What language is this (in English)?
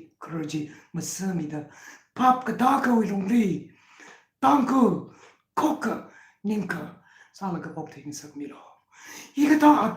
Tangkhul Naga (India)